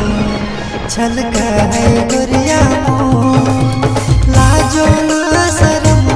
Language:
Bhojpuri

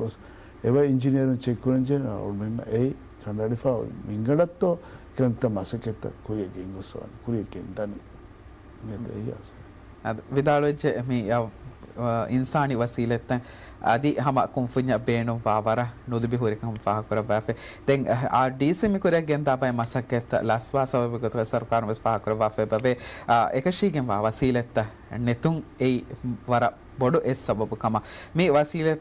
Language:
Divehi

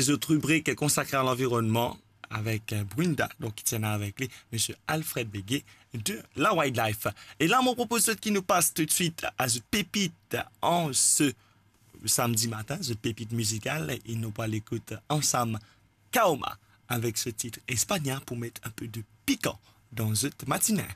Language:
Morisyen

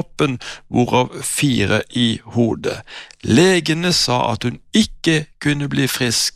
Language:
Norwegian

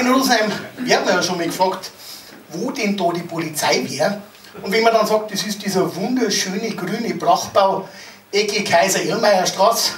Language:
Bavarian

